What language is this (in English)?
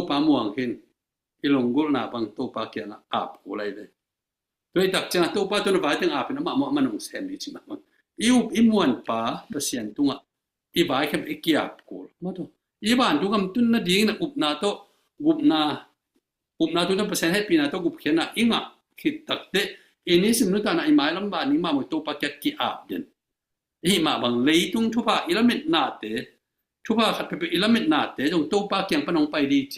Tedim Chin